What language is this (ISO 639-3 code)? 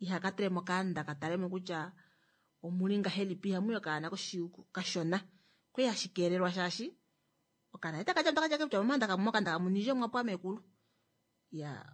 kua